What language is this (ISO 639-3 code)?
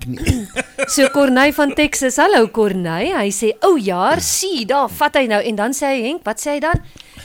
afr